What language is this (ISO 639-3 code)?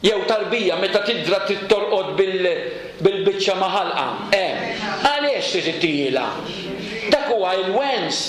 mlt